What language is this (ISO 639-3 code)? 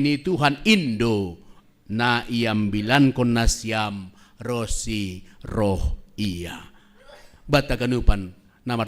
bts